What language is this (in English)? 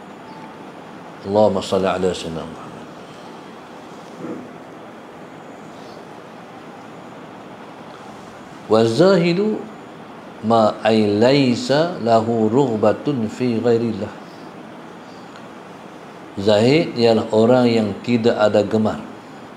Malay